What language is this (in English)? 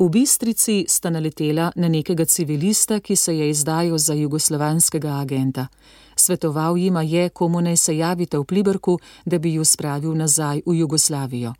Slovenian